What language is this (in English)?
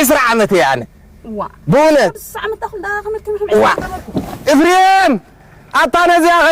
Tigrinya